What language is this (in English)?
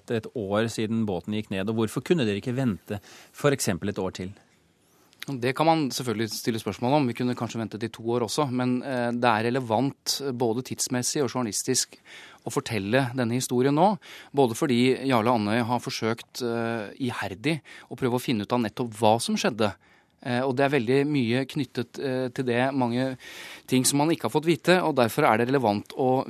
Norwegian